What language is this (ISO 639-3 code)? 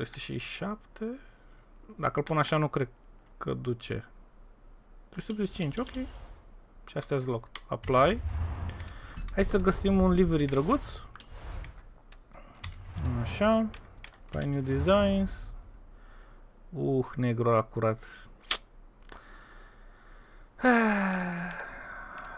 ron